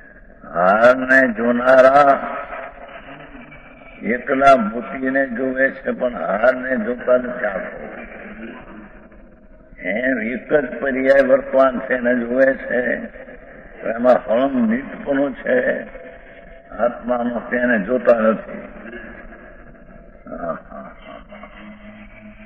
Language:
Gujarati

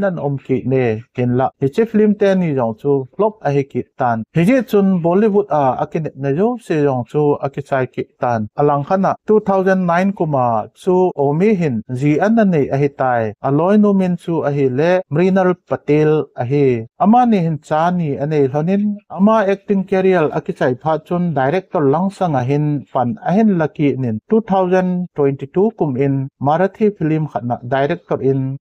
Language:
Thado Chin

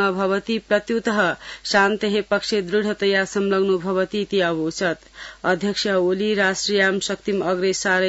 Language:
Sanskrit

